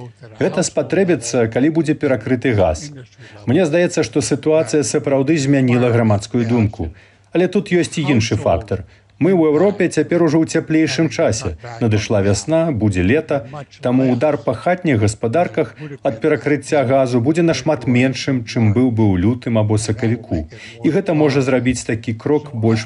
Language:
Belarusian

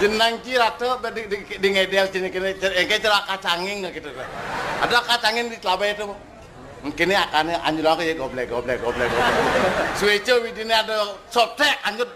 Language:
Balinese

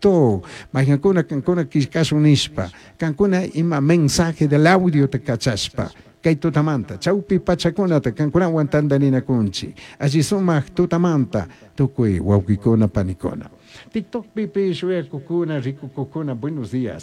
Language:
Chimborazo Highland Quichua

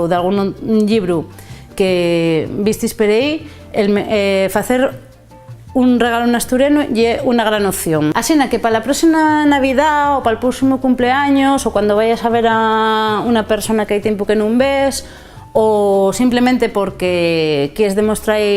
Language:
Asturian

